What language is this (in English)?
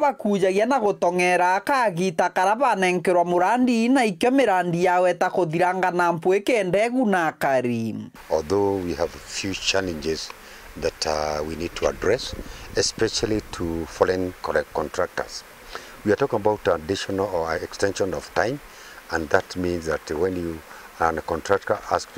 Meru